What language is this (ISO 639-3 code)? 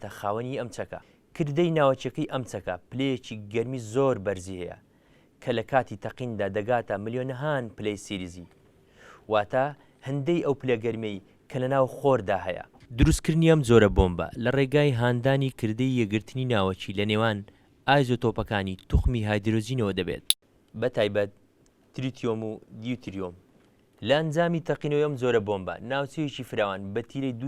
ckb